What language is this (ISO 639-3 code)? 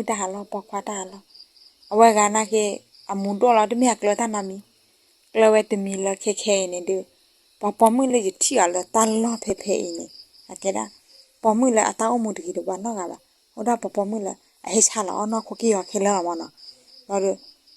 ksw